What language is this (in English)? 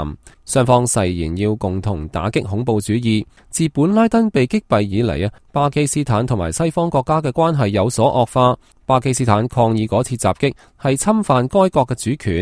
Cantonese